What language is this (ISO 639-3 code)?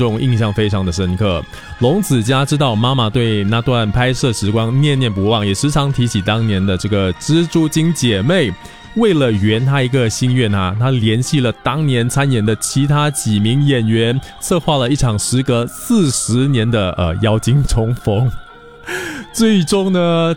zho